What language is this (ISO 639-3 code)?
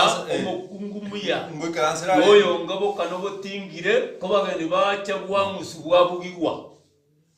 guz